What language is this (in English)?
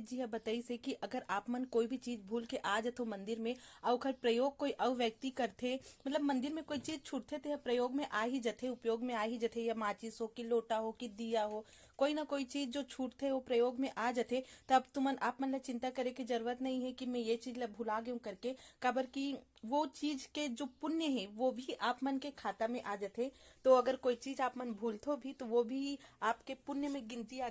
Chhattisgarhi